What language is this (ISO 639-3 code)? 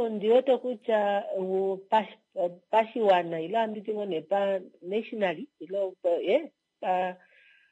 kua